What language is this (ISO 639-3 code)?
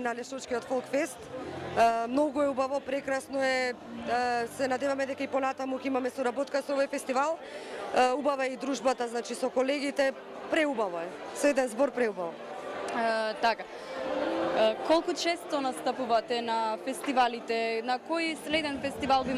mkd